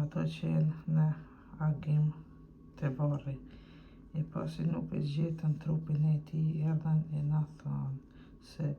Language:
Albanian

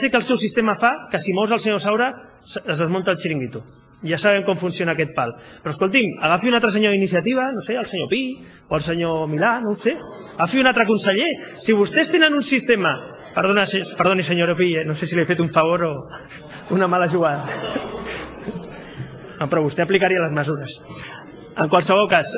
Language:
Catalan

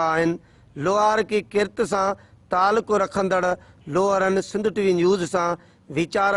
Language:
Sindhi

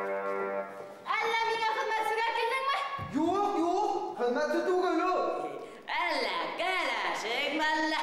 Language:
Bashkir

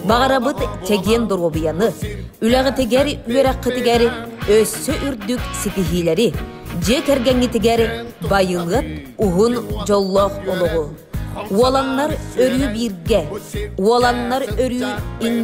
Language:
Yakut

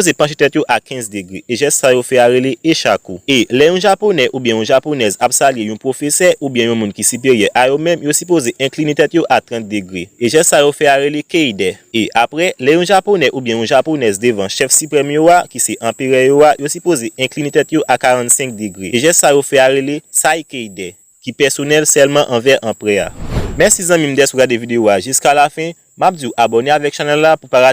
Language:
Haitian Creole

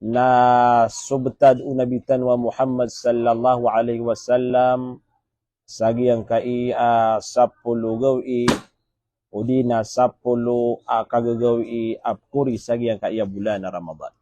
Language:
Maranao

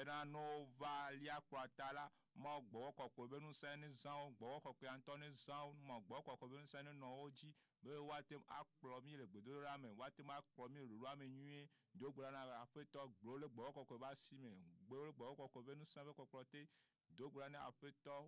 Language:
Ewe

